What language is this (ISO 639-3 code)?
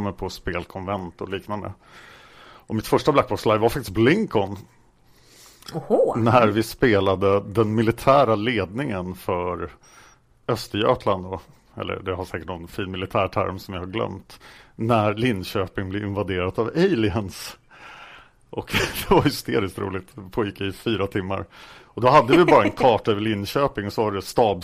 swe